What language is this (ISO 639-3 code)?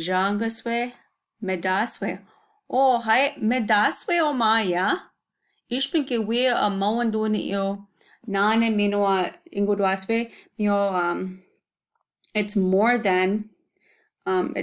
ciw